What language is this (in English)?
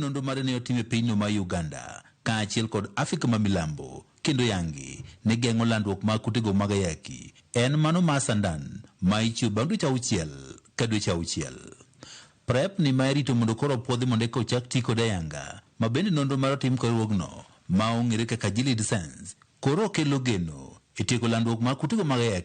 Luo (Kenya and Tanzania)